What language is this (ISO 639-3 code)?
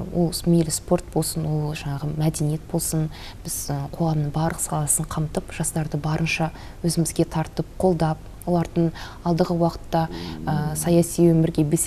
kaz